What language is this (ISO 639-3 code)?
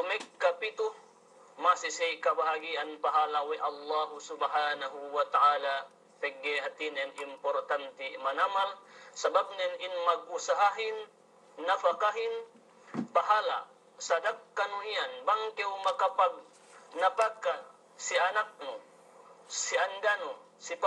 yka